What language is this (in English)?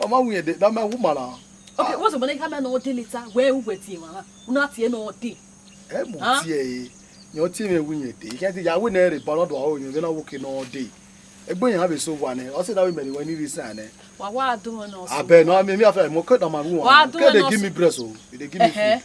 Bini